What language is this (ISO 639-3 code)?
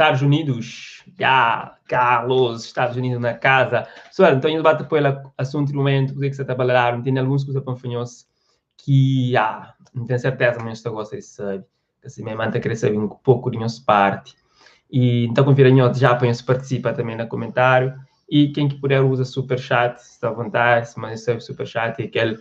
kea